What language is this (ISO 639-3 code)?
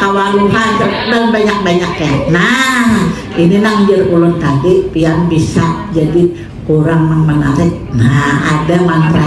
bjn